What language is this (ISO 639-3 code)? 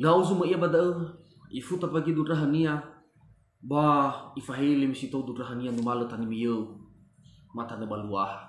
nia